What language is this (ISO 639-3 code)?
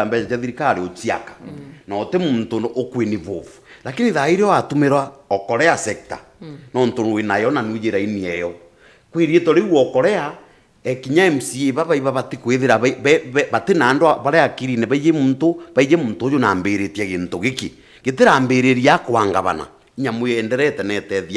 mer